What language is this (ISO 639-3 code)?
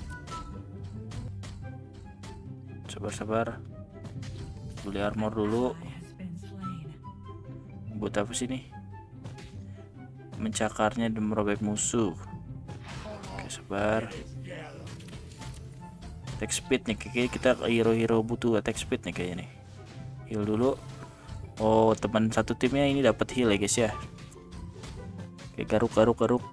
ind